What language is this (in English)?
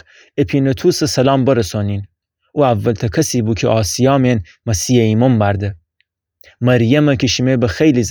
Gilaki